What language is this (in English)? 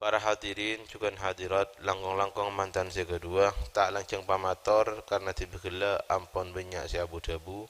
Madurese